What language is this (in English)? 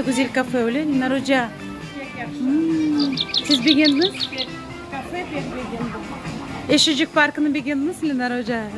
Crimean Tatar